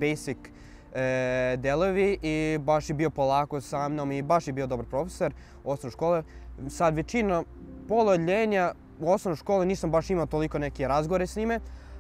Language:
Serbian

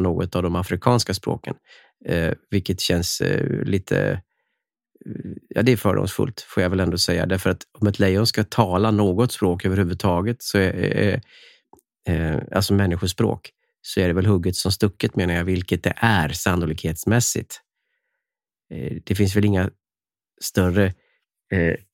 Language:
Swedish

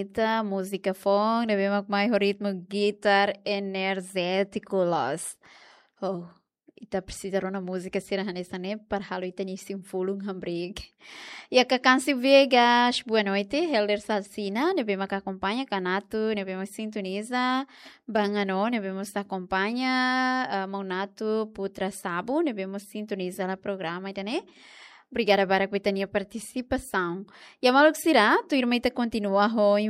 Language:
Tetum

